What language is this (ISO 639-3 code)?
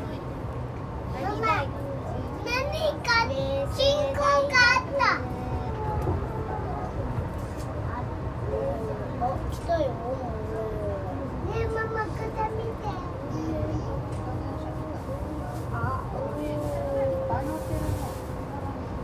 jpn